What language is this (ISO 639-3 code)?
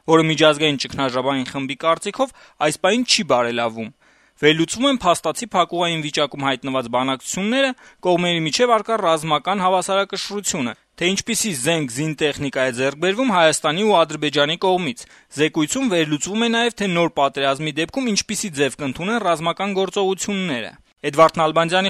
hye